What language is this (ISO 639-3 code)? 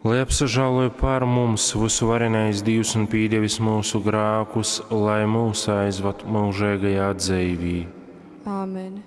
ltg